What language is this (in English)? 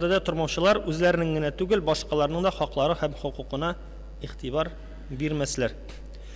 Tatar